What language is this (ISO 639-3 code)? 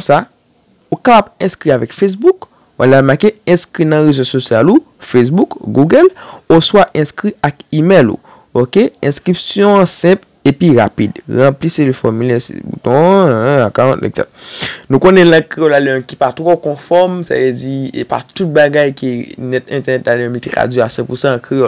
hat